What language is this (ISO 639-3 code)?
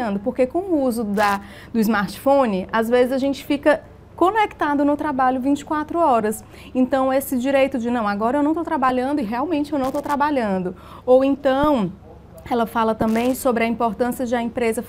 por